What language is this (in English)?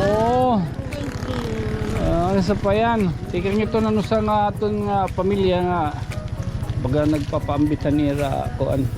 Waray